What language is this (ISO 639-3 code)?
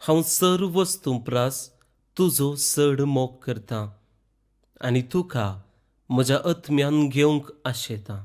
kok